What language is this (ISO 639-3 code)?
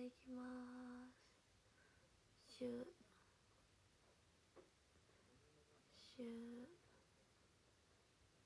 jpn